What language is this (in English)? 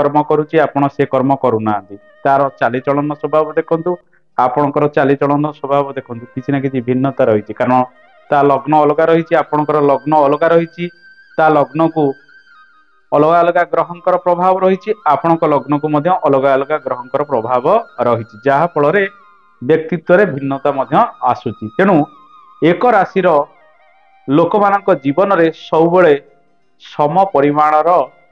Odia